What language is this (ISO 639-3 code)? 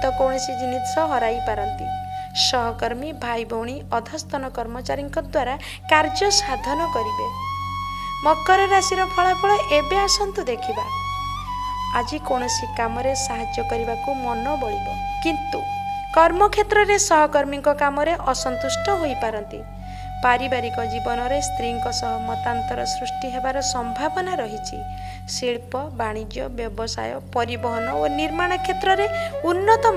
ori